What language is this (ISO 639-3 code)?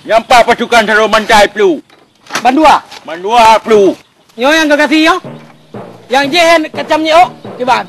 ace